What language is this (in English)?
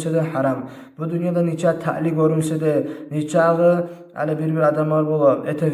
Kumyk